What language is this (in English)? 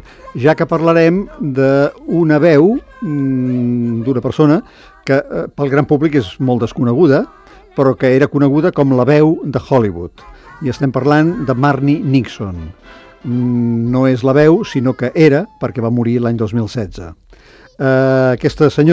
Catalan